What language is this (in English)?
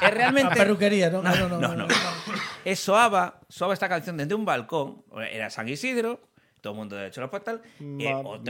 Galician